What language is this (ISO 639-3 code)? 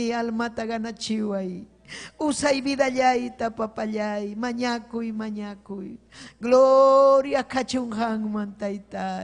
quy